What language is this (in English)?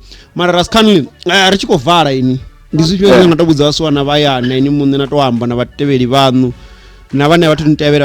Venda